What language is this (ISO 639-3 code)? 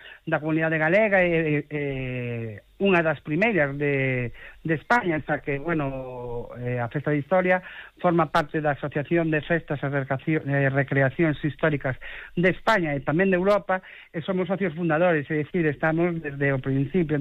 glg